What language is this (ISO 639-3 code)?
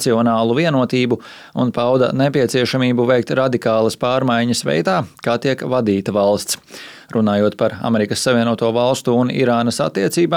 lav